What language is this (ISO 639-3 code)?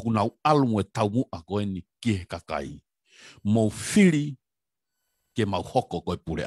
ton